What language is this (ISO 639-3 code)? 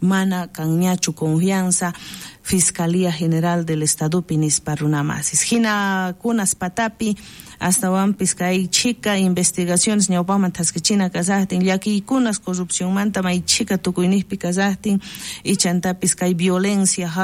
quh